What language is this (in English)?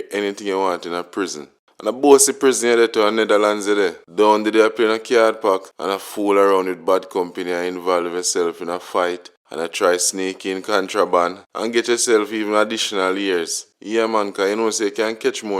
Jamaican Creole English